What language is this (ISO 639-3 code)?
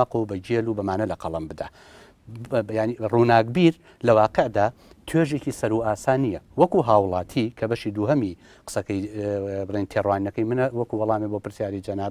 ckb